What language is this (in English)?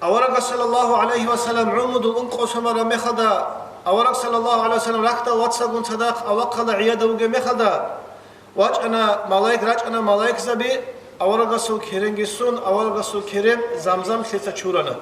Avaric